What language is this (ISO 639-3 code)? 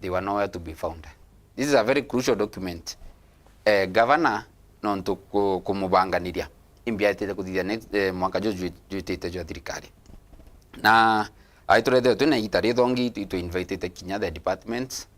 mer